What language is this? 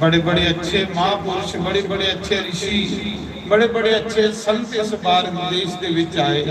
Dogri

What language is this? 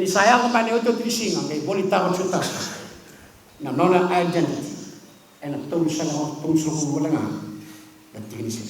Fijian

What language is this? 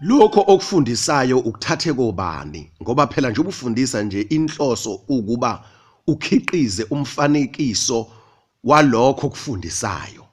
Zulu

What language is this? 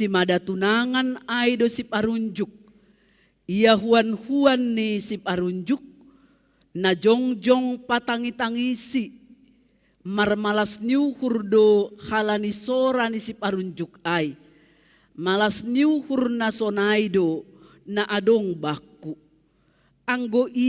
Batak Simalungun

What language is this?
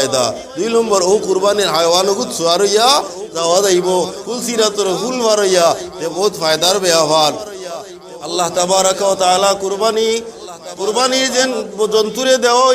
Sylheti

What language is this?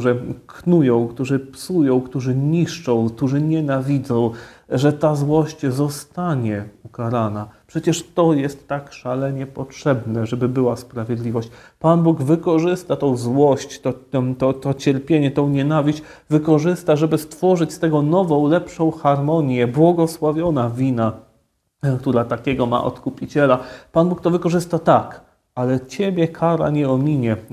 Polish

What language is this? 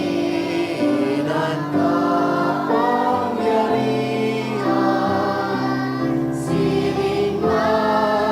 Bikol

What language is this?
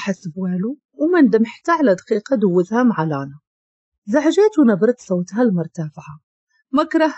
Moroccan Arabic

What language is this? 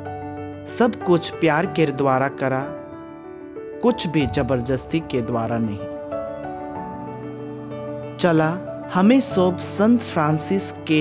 Sadri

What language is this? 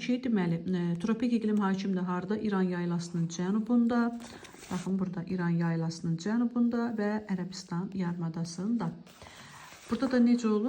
Azerbaijani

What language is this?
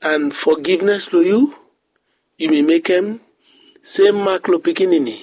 Bislama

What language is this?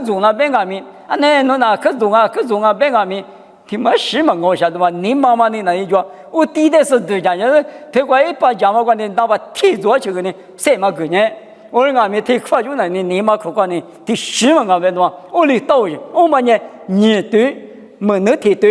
Lisu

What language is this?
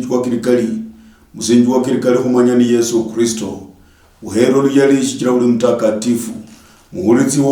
Luyia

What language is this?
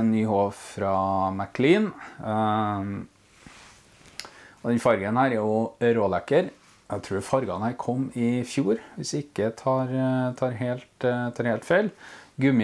Norwegian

